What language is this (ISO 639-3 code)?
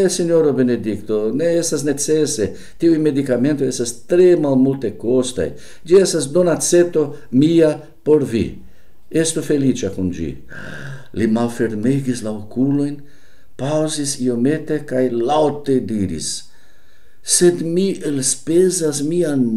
epo